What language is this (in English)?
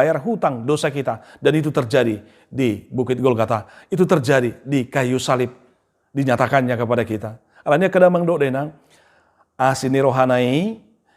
Batak Toba